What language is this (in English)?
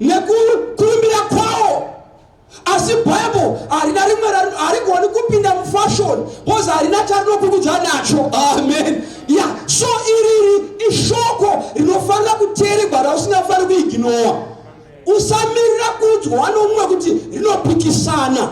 Shona